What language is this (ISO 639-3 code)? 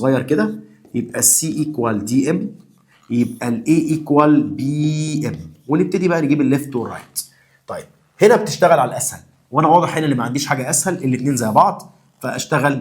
arz